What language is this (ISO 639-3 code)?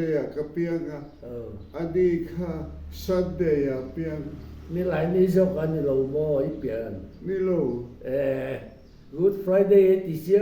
lus